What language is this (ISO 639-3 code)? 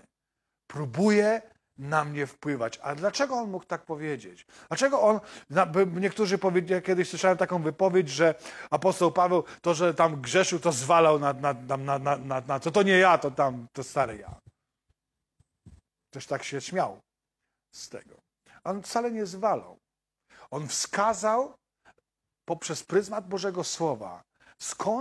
pol